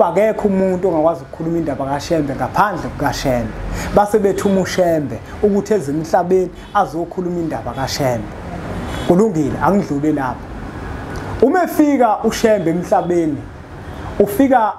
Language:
Zulu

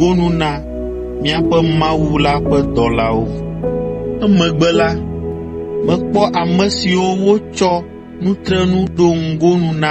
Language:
Ewe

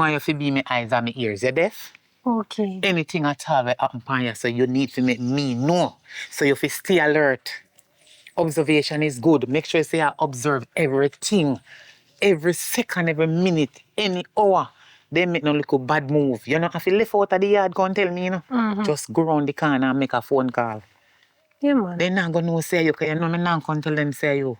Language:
Jamaican Creole English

